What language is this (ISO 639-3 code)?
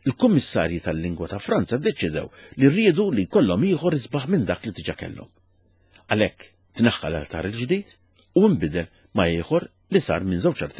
mlt